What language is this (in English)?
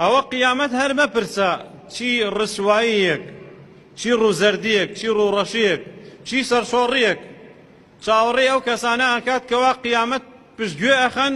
Central Kurdish